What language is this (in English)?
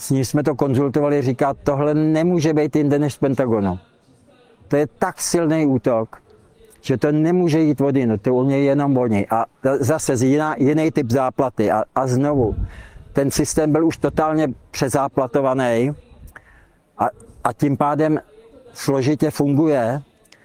Czech